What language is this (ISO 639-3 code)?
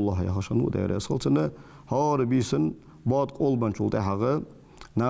inh